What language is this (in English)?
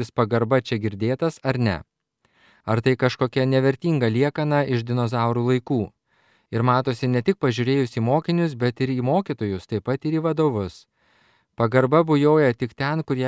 Lithuanian